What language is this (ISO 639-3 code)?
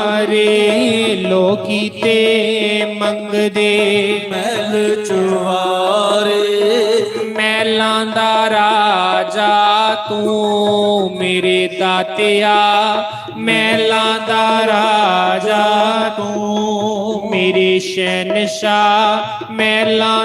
doi